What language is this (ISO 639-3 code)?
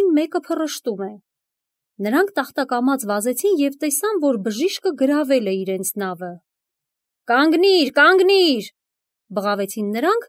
hye